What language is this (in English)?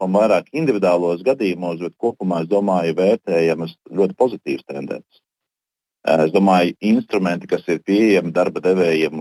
Latvian